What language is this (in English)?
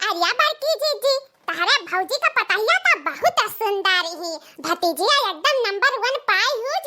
Awadhi